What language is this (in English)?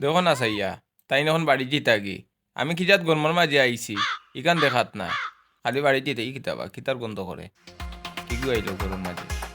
Sylheti